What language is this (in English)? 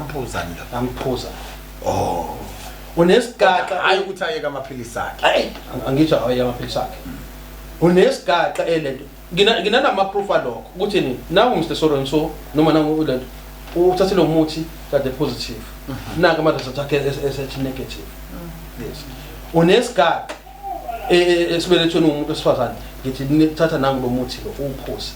Zulu